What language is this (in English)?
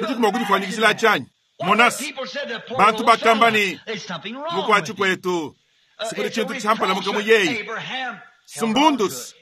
Luba-Lulua